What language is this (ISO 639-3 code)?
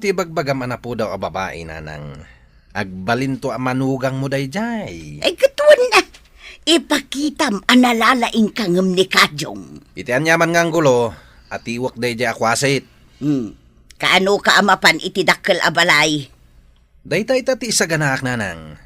ilo